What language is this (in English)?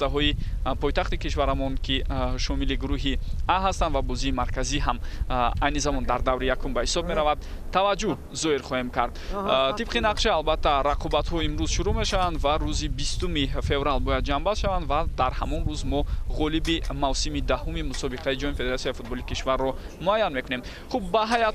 Tajik